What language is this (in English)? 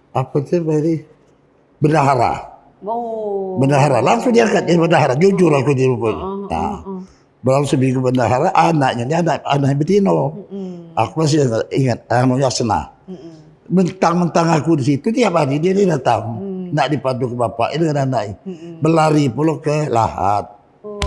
Musi